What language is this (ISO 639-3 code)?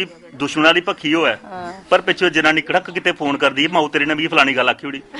doi